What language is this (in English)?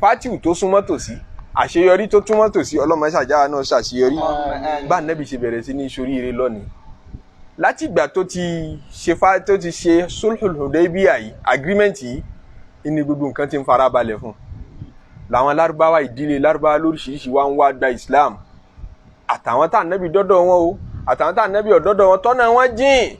Yoruba